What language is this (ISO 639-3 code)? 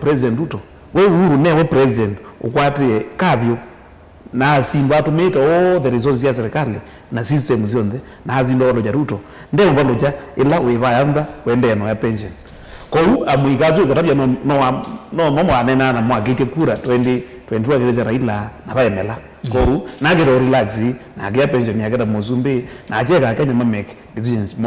kam